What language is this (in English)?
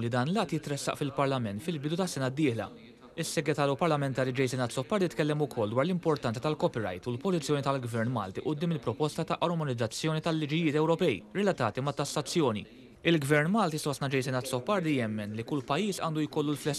Maltese